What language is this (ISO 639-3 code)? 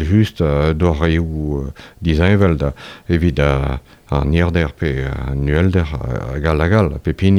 bre